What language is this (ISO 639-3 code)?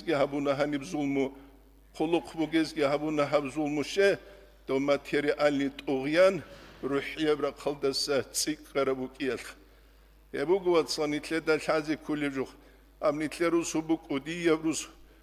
ava